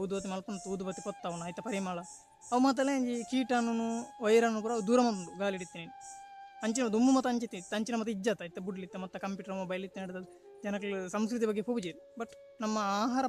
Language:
Tulu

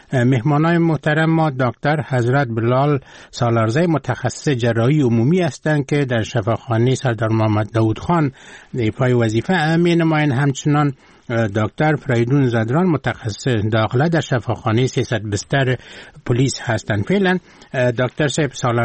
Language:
Persian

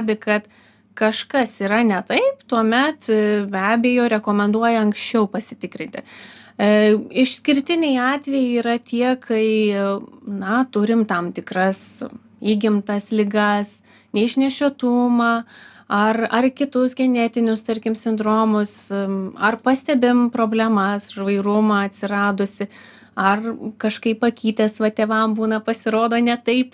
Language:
Lithuanian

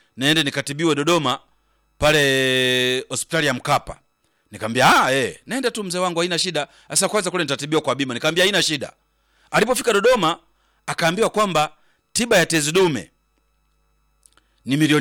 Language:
Swahili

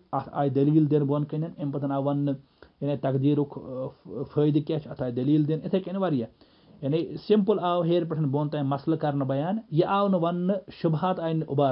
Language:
Kashmiri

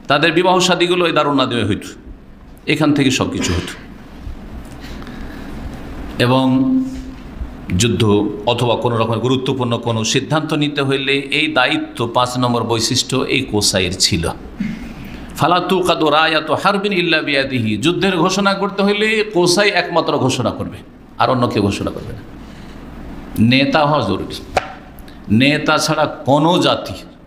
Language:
Bangla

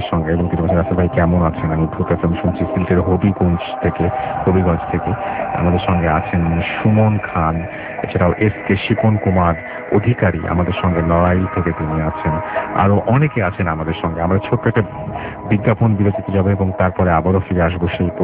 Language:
Bangla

